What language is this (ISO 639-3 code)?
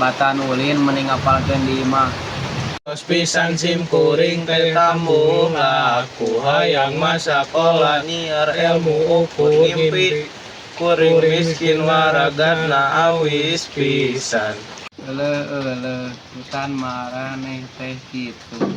sun